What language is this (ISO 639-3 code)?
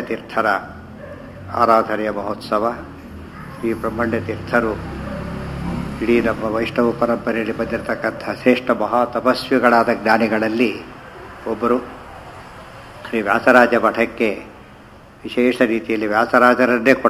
kan